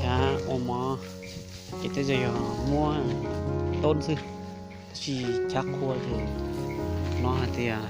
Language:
Hmong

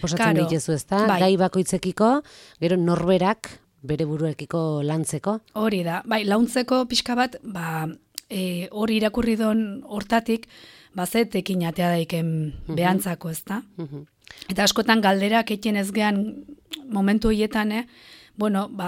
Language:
Basque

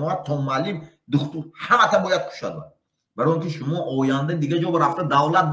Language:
Tajik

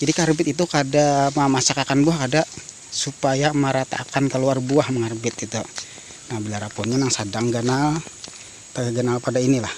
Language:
Banjar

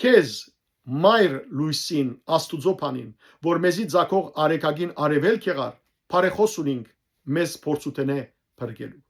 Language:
Western Armenian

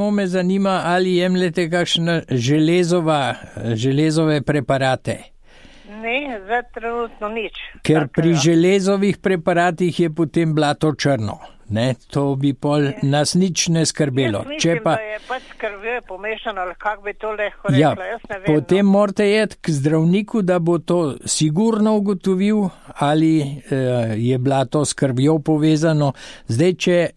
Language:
Slovenian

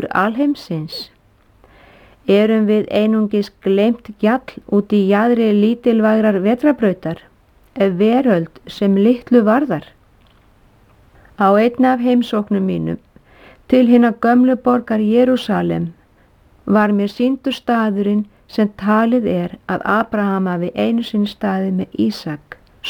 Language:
Icelandic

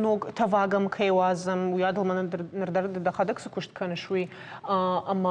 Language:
Ossetic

